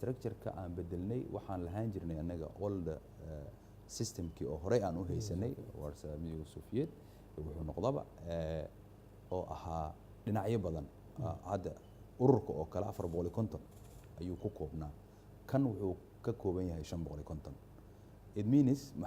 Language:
Somali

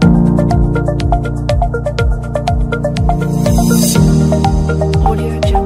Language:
English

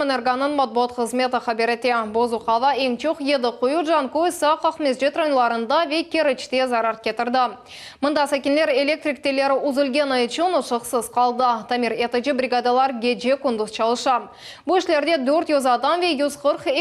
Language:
Crimean Tatar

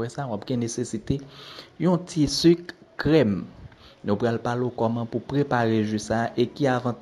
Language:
Haitian Creole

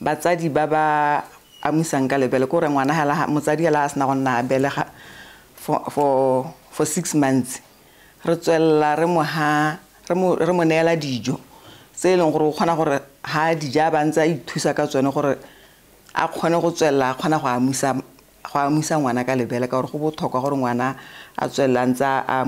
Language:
Tswana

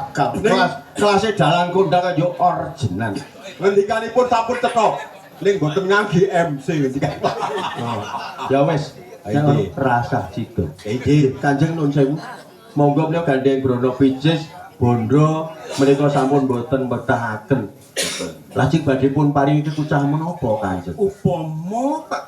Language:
Javanese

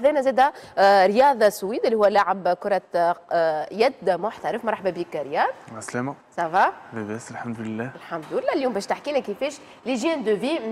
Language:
Tunisian Arabic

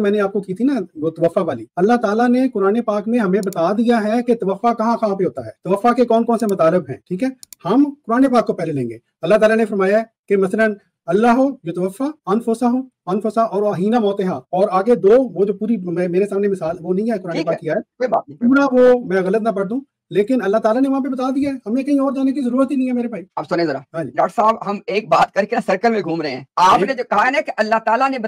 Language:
Urdu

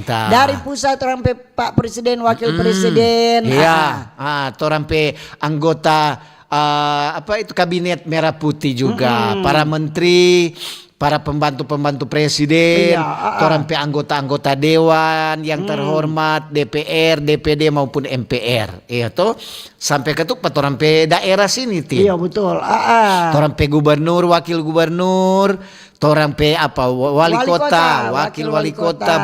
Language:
Manado Malay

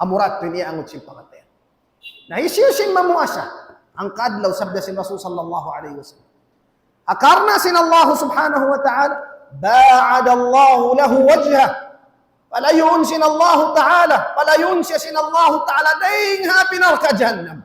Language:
Tausug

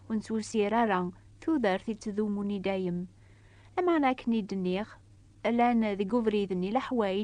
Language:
Kabyle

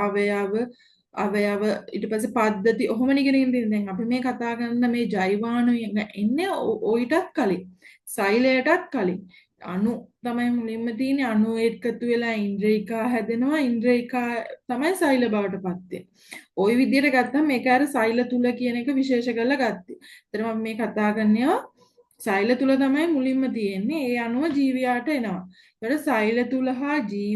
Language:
Sinhala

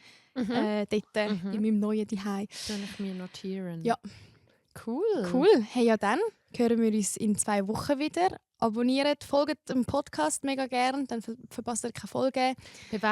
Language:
Swiss German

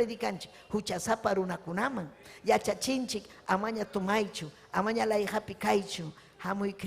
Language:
Ayacucho Quechua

